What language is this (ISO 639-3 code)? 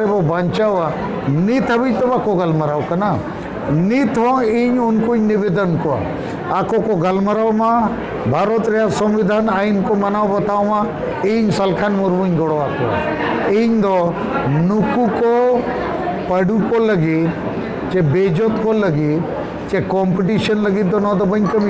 sat